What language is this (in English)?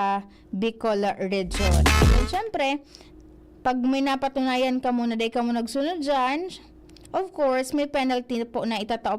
Bikol